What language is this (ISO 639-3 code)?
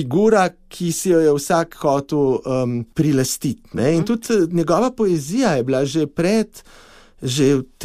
slv